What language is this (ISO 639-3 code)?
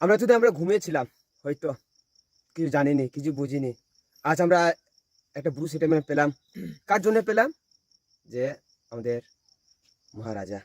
ria